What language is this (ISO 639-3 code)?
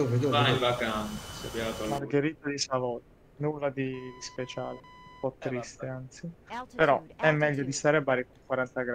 ita